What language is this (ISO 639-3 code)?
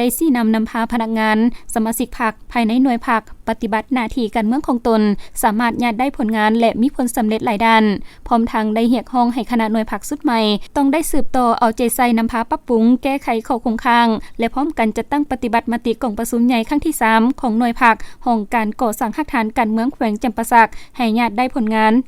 lao